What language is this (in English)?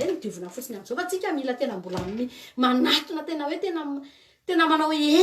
Malagasy